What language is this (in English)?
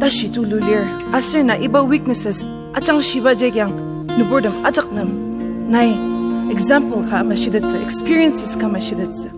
Ao Naga